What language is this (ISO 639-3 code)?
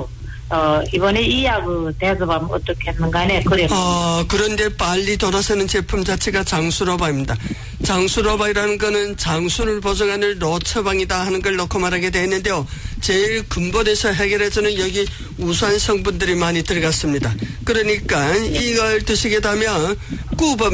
kor